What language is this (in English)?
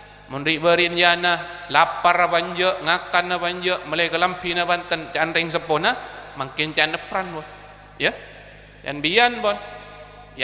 Madurese